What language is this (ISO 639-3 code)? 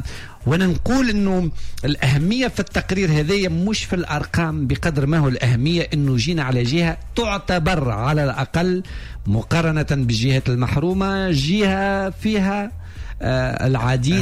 aeb